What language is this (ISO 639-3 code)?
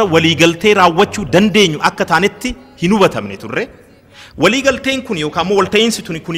orm